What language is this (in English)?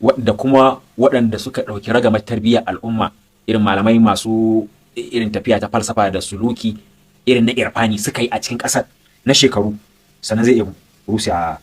Hausa